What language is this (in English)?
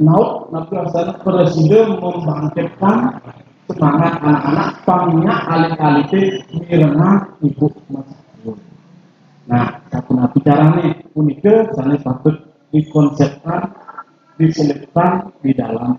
Balinese